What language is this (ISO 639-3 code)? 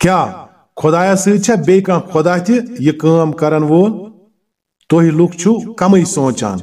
kas